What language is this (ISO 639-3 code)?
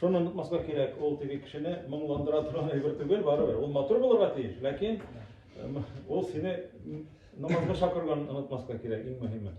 tat